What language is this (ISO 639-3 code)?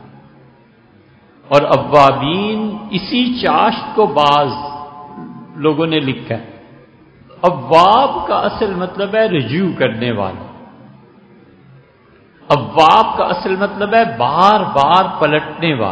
urd